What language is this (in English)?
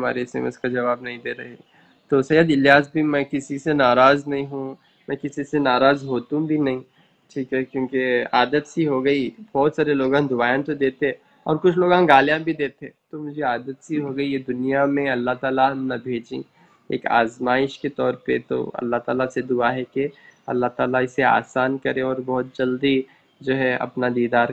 Urdu